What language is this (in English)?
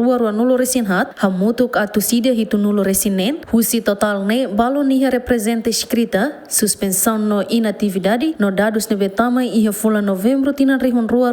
Tetum